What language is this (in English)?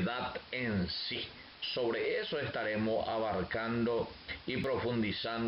Guarani